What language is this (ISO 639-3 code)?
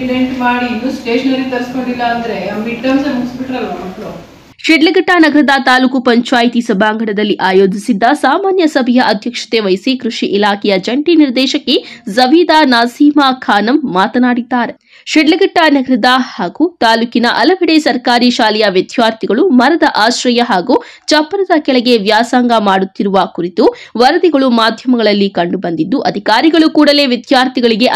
kan